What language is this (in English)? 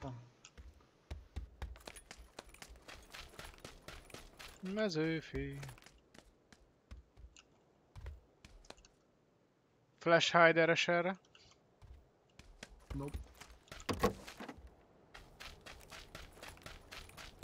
Hungarian